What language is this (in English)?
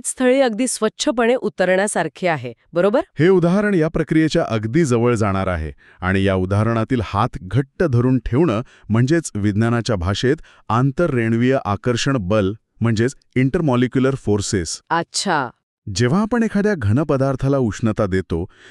Marathi